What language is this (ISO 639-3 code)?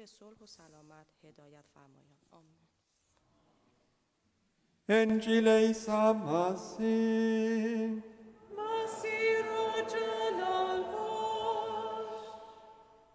fas